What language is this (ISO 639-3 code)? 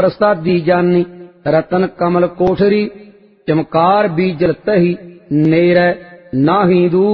pan